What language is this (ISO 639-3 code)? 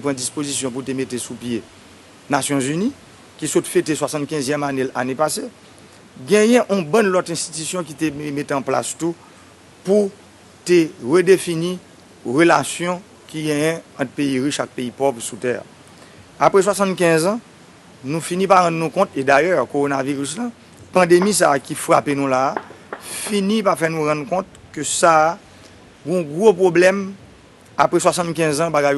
hat